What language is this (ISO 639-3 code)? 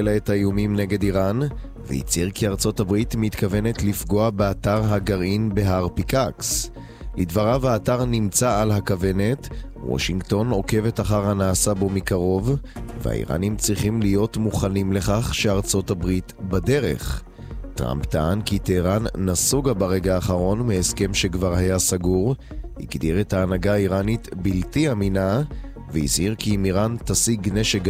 heb